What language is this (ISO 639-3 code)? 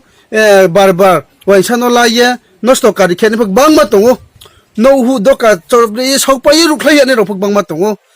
ria